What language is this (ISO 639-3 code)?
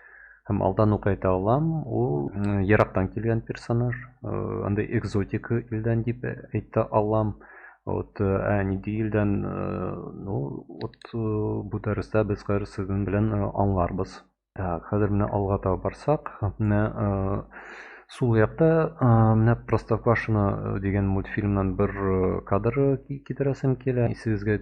tat